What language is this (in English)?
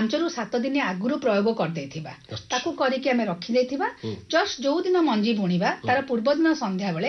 Odia